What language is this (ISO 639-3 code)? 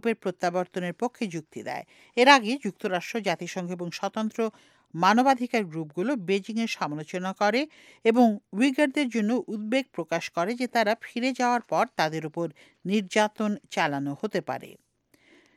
ben